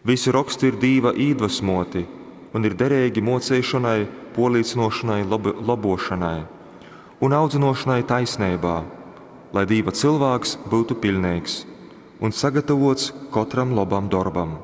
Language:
Latgalian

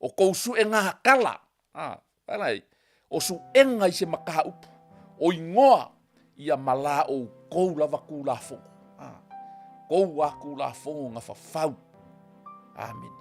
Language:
Samoan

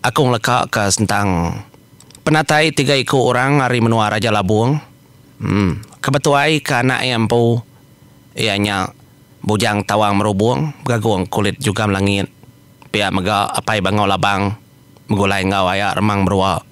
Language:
Iban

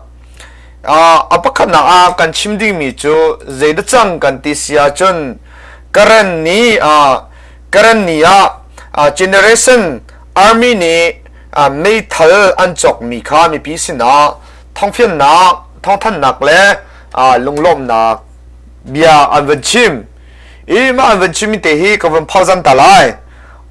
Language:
Hakha Chin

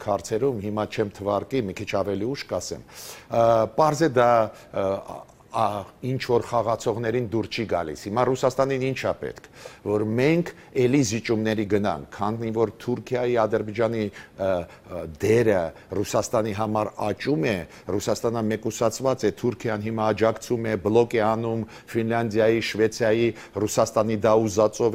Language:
Armenian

